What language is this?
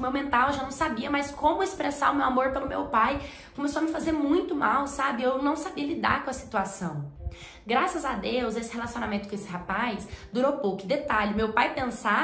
Portuguese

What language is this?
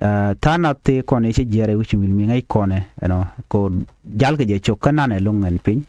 Nuer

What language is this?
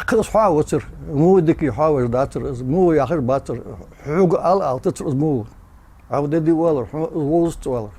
Ingush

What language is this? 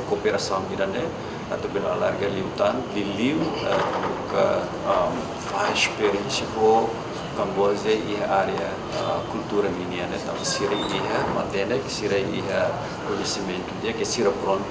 Tetum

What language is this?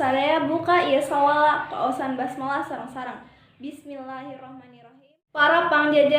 Sundanese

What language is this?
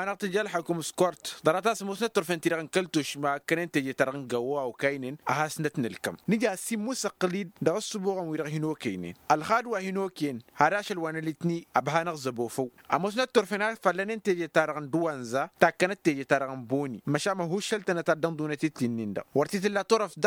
Tamasheq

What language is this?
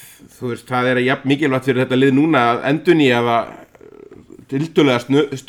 Icelandic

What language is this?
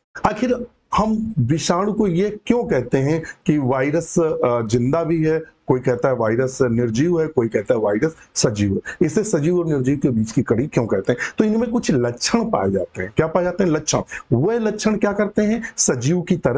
Hindi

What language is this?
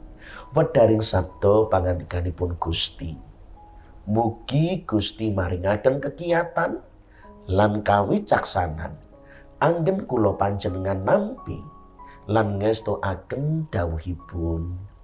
Javanese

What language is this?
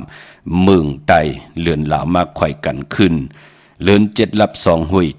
Shan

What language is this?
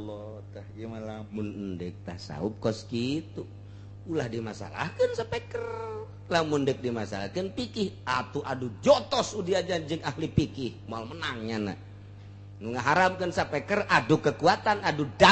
Sundanese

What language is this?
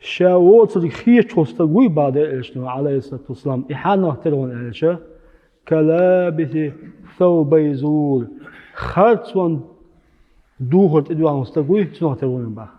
Chechen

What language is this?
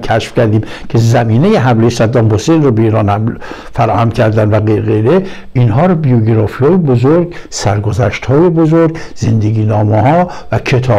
Persian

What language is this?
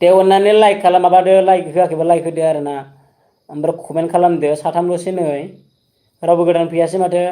Bodo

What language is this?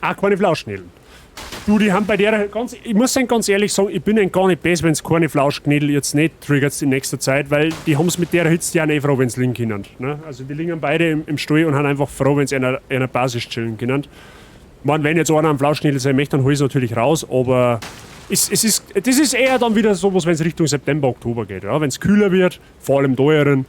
Bavarian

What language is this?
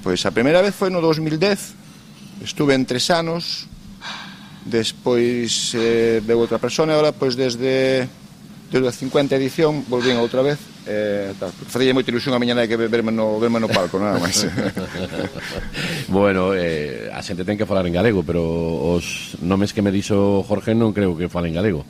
Galician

